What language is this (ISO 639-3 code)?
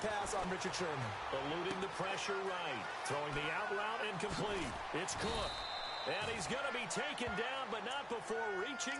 eng